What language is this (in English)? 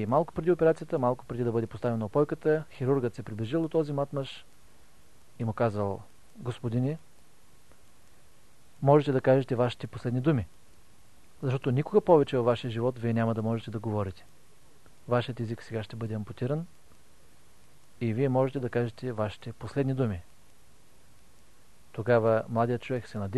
Bulgarian